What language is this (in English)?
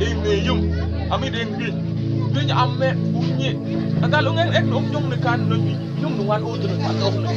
Mabaan